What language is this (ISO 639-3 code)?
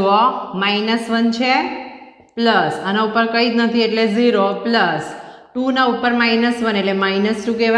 guj